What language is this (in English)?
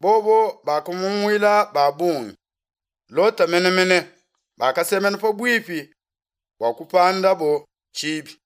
Luba-Lulua